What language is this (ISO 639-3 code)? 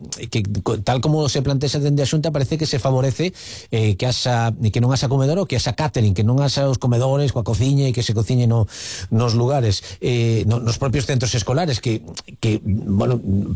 glg